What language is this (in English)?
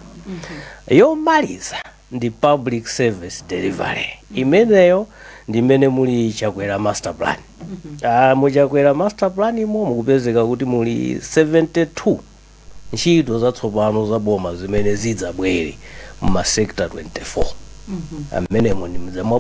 Nyanja